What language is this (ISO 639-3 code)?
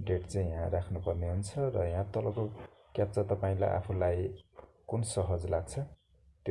nep